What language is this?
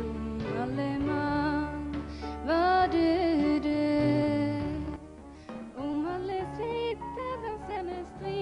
Norwegian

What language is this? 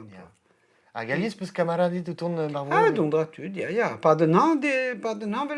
Breton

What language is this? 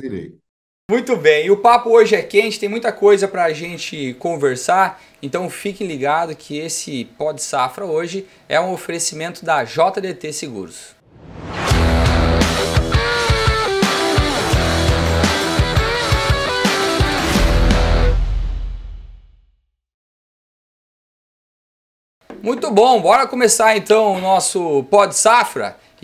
Portuguese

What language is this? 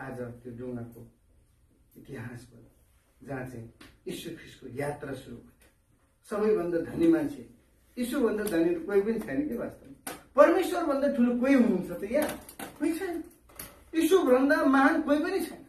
Nepali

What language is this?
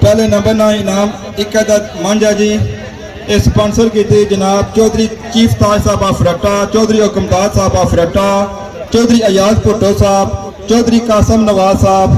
Pahari-Potwari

